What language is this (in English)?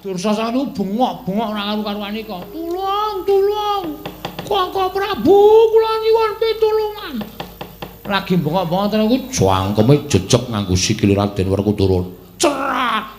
Javanese